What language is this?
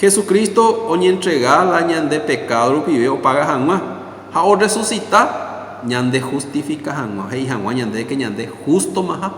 Guarani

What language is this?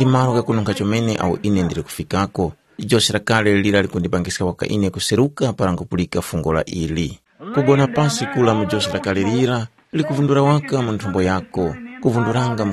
Tumbuka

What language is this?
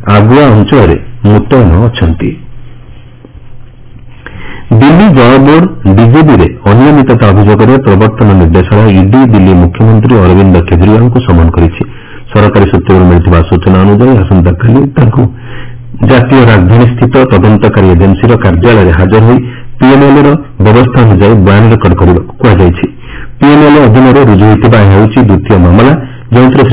Odia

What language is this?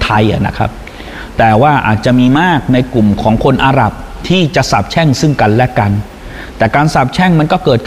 Thai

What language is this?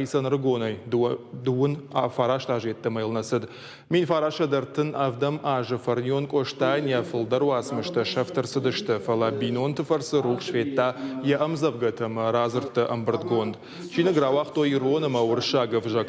Ossetic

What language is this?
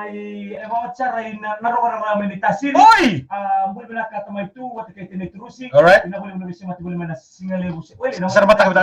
Fijian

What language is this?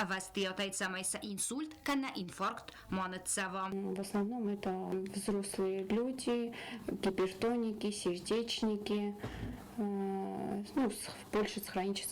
Ossetic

